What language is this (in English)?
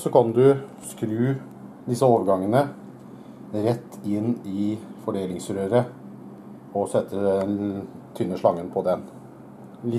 Norwegian